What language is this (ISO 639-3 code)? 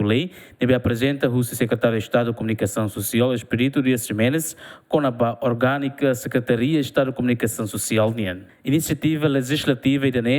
tet